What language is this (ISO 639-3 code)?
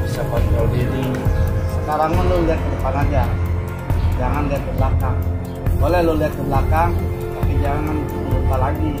bew